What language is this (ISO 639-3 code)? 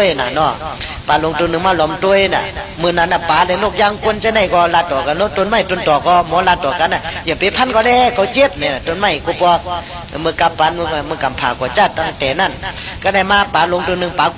shn